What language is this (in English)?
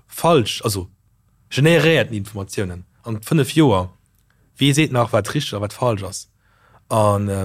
Luxembourgish